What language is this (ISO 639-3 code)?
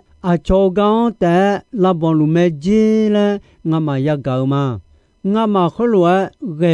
ahk